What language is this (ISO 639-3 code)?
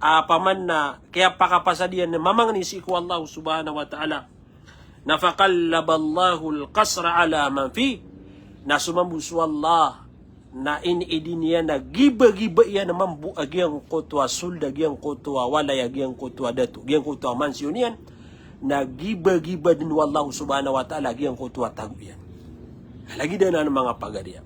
mrw